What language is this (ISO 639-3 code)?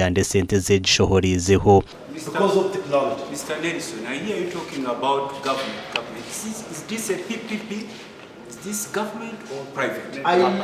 nyn